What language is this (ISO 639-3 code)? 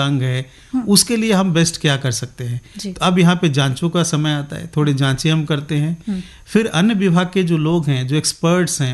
hin